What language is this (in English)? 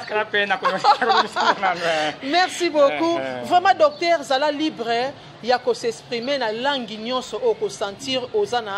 Lingala